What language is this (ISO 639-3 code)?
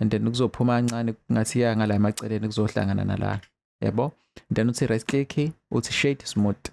zul